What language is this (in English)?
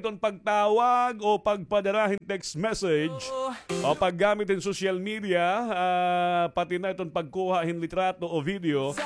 Waray